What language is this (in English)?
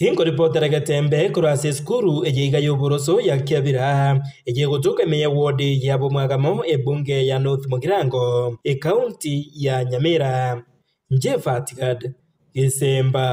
Gusii